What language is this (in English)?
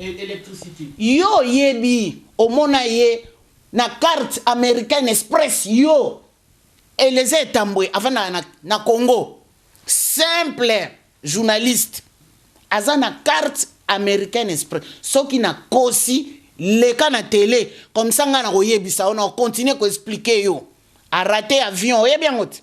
Lingala